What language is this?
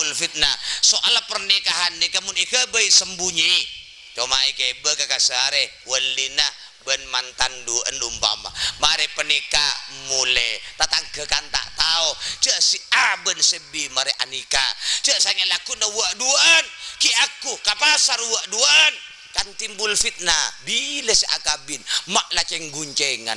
Madurese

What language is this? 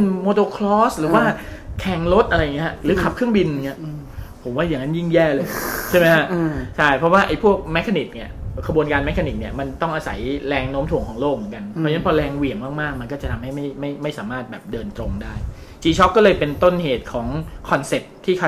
Thai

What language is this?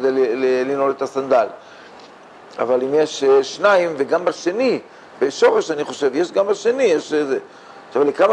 Hebrew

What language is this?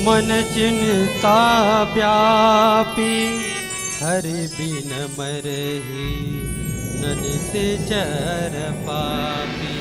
Chhattisgarhi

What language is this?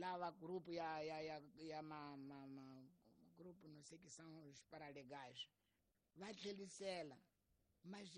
Tsonga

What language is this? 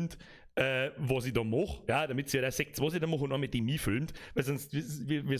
Bavarian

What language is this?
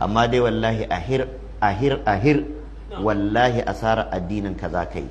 Hausa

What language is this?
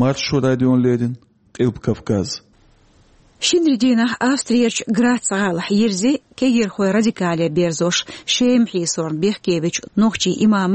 Chechen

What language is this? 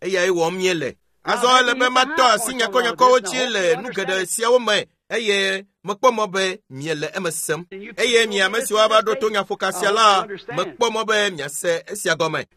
Ewe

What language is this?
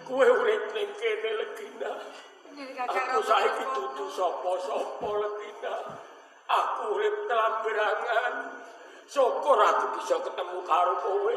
Javanese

